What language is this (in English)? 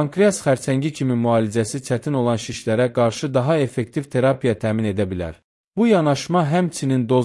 Azerbaijani